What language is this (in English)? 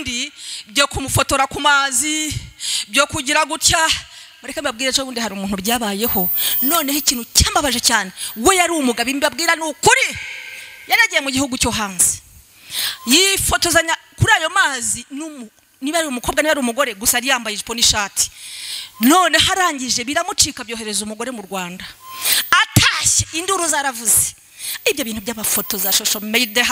Kinyarwanda